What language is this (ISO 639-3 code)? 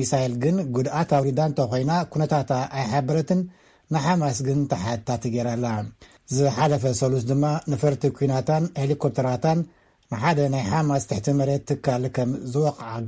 tir